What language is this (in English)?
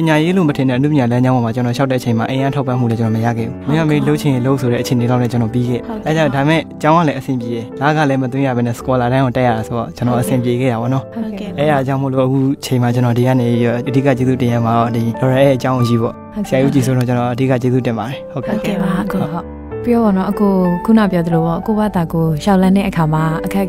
Burmese